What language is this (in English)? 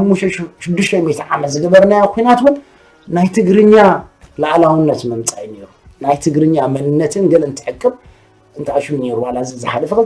Tigrinya